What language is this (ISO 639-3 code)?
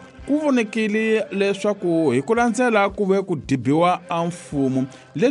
tso